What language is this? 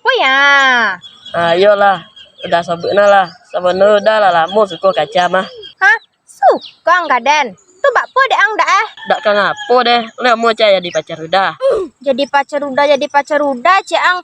Minangkabau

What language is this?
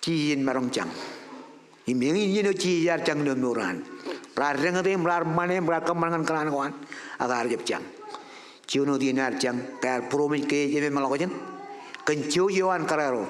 Marshallese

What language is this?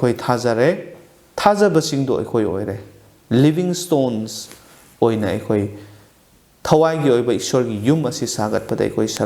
Manipuri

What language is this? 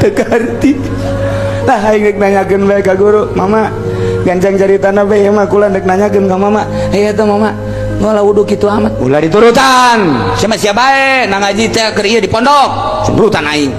Sundanese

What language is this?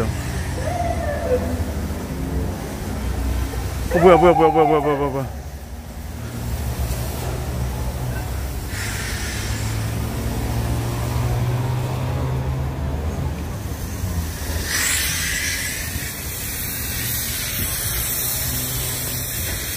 Korean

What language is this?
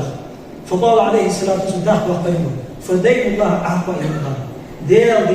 Ingush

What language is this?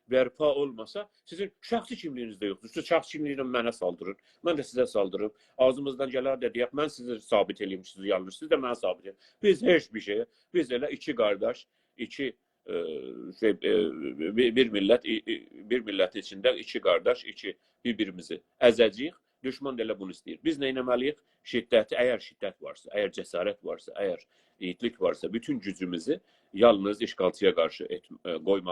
South Azerbaijani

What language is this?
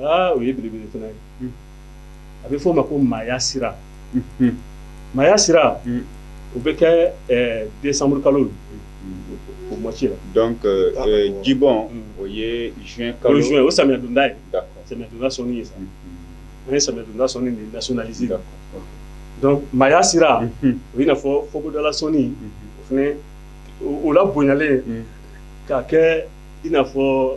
Bambara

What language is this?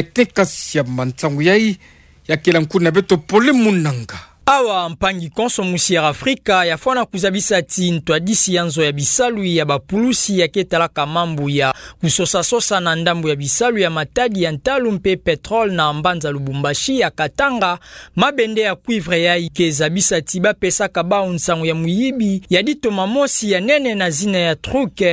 Kituba (Democratic Republic of Congo)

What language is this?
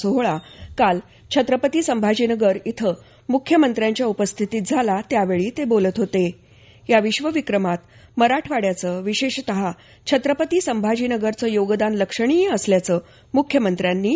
Marathi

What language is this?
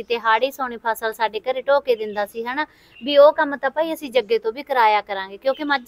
Punjabi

